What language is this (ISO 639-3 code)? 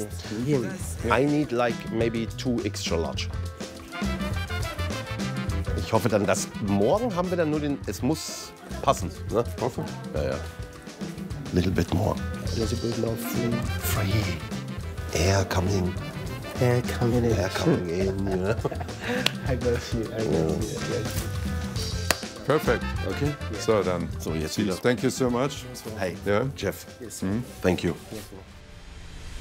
deu